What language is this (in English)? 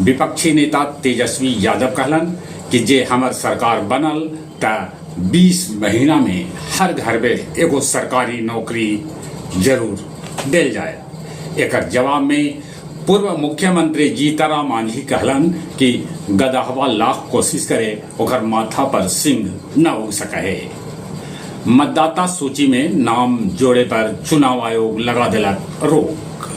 Magahi